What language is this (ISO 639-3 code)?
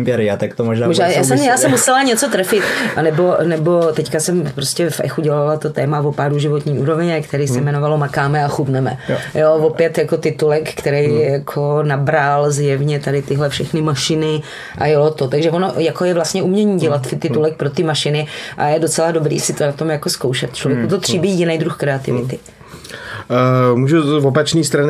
ces